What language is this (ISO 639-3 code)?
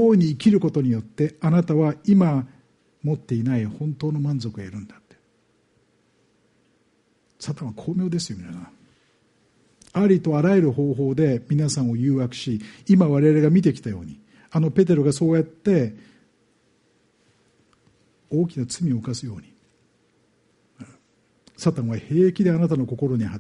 jpn